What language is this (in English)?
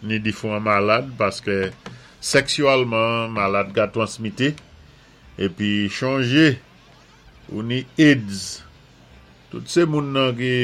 Saint Lucian Creole French